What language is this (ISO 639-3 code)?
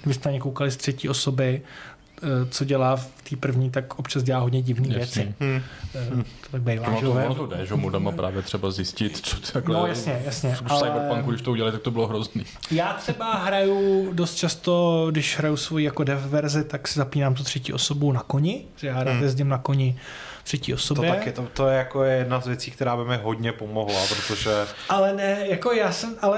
ces